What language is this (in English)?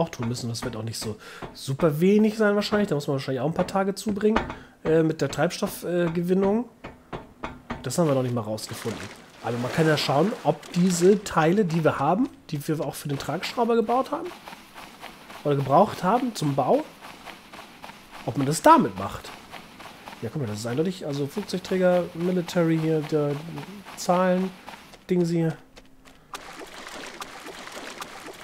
German